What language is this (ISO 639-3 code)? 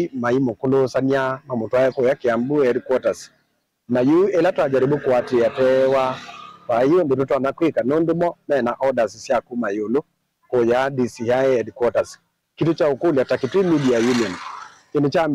kam